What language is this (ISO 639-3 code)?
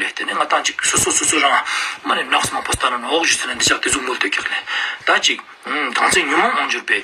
lbj